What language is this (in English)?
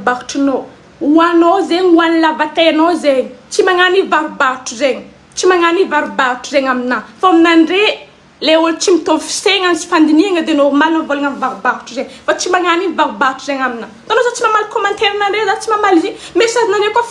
Malagasy